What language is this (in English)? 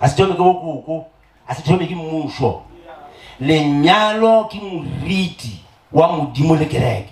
Northern Sotho